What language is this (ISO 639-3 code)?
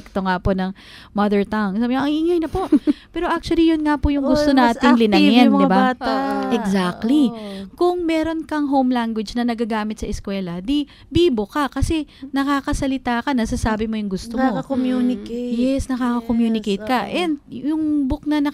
fil